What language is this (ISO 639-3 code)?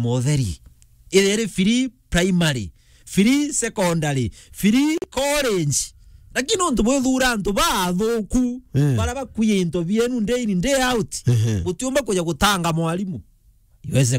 mer